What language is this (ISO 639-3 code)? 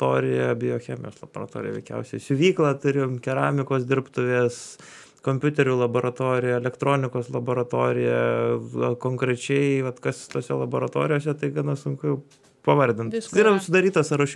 lit